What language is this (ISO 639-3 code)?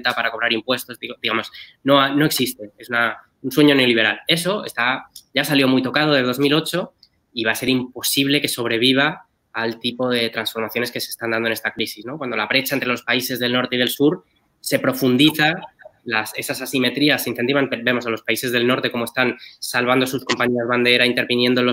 spa